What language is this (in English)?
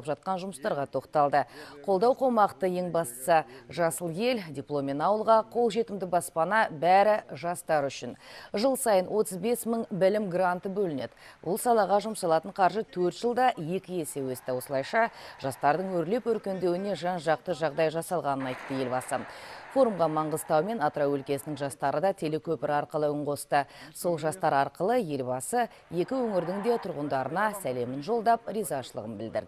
Kazakh